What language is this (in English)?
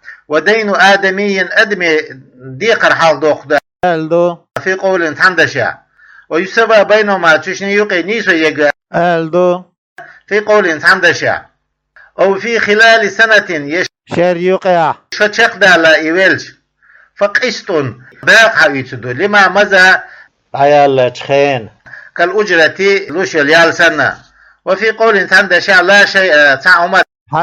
Chechen